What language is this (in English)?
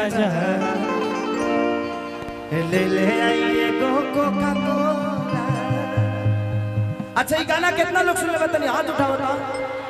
Bhojpuri